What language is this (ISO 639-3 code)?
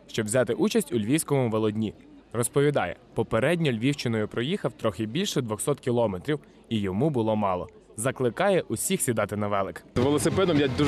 ukr